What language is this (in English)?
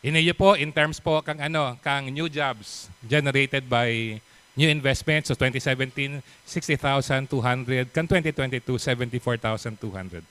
Bikol